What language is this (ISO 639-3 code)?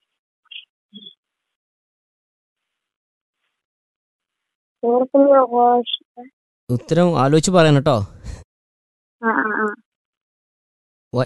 mal